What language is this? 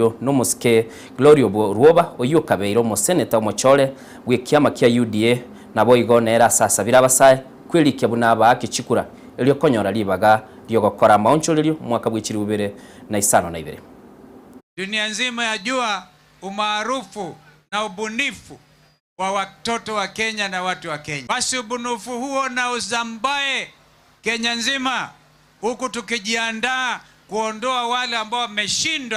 Gusii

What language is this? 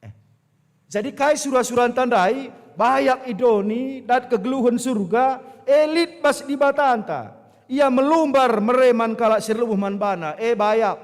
Batak Karo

